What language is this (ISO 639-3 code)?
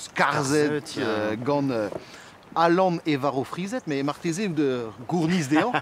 bre